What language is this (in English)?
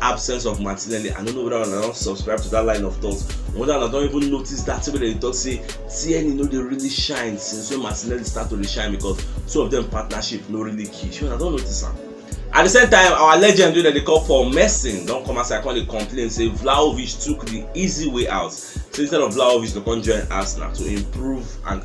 Nigerian Pidgin